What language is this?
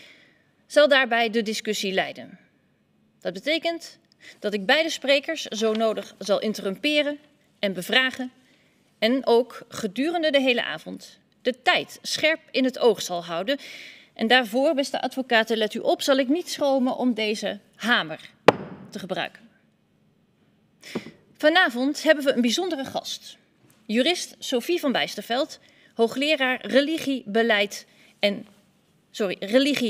Dutch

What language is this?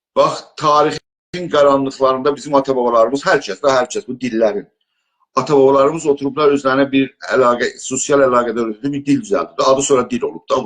South Azerbaijani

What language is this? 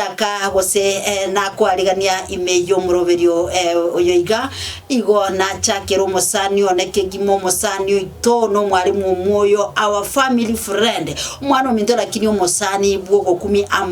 Gusii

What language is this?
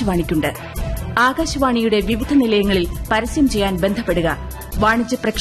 Malayalam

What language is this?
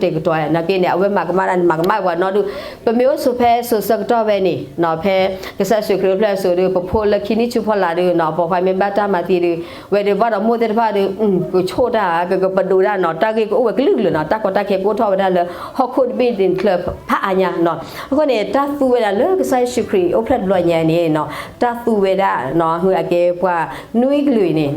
S'gaw Karen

